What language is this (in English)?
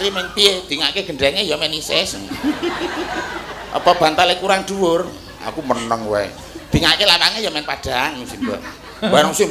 Javanese